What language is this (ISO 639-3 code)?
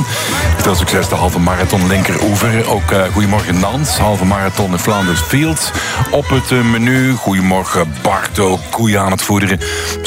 nld